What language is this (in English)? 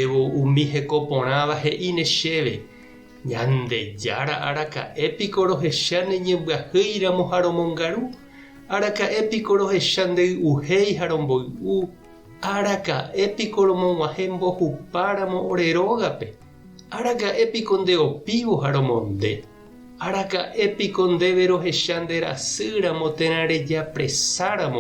Guarani